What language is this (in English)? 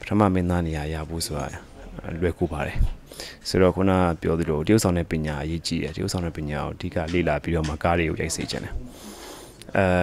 Burmese